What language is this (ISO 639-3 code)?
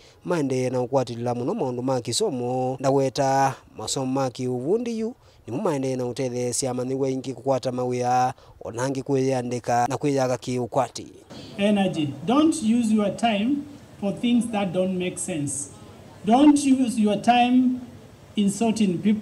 kam